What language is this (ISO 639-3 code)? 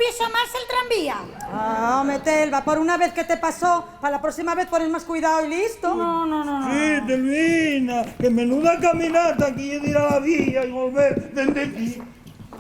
ast